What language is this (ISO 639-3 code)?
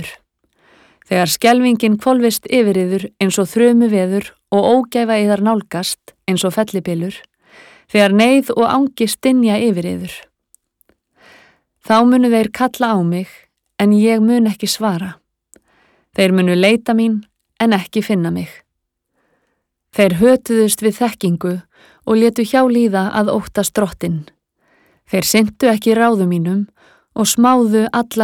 isl